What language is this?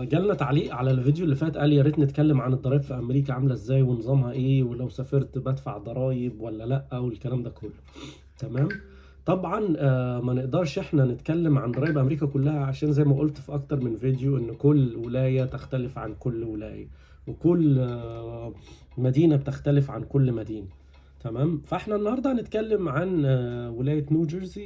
Egyptian Arabic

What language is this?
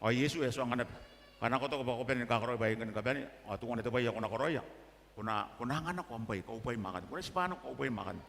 Gilbertese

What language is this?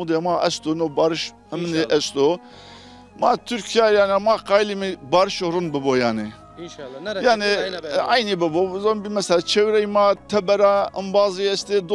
Zaza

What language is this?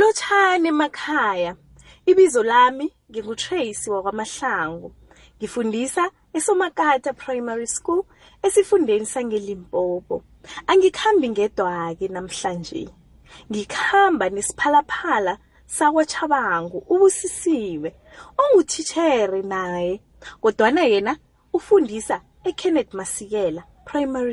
South Ndebele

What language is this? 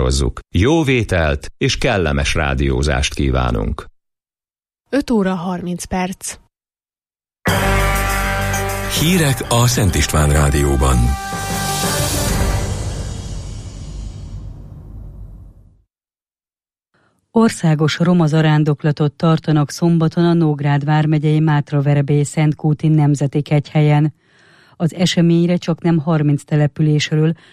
Hungarian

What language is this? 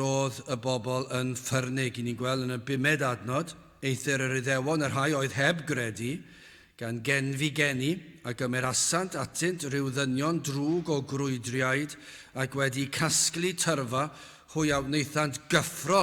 Welsh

